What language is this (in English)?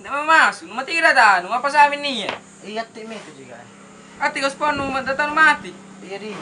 Makassar Malay